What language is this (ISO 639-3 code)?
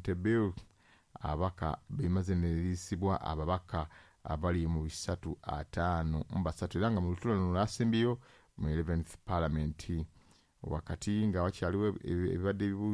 lug